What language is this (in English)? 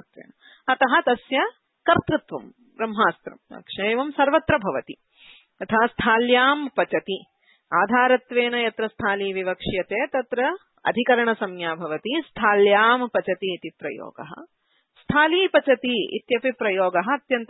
Sanskrit